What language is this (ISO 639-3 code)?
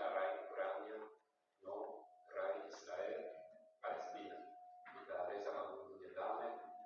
tet